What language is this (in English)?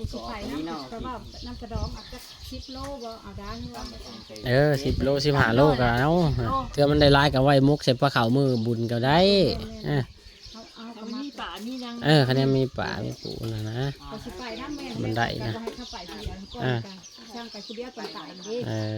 Lao